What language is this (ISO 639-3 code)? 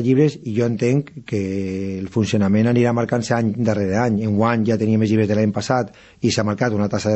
cat